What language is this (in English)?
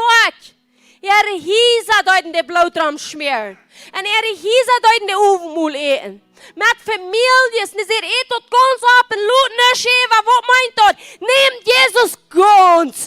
Plautdietsch